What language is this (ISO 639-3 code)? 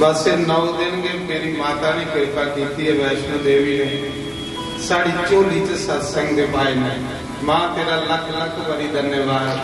doi